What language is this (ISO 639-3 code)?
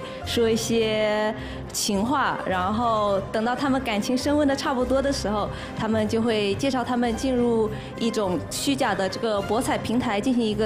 zho